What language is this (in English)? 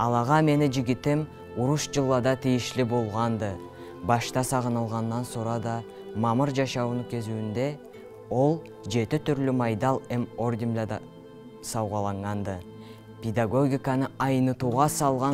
Karachay-Balkar